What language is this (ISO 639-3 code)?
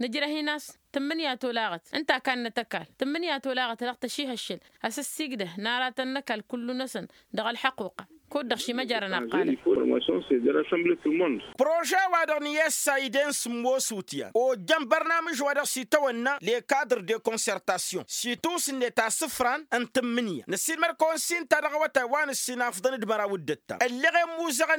taq